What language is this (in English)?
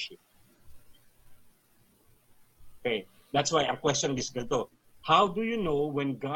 Filipino